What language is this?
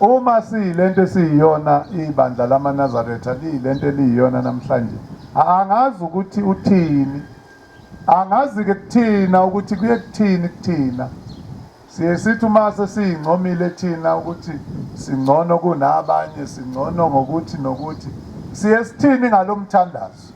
Zulu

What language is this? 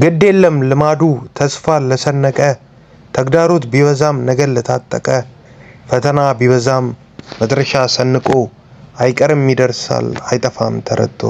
Amharic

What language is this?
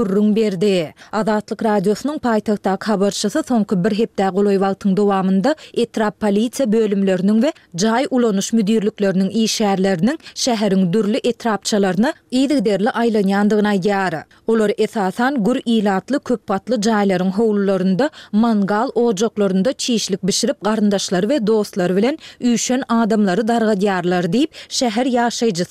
Turkmen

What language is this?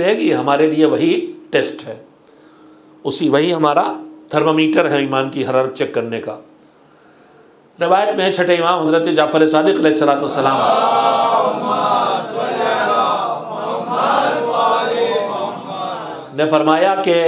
Urdu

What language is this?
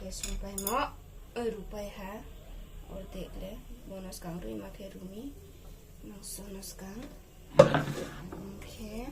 Riang (India)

